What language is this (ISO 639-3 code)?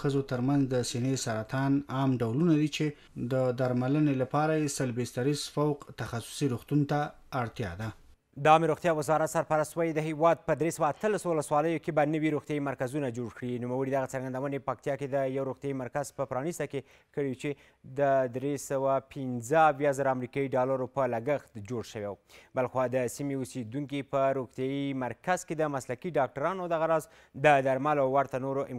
pus